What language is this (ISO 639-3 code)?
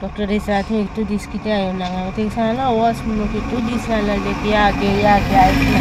kok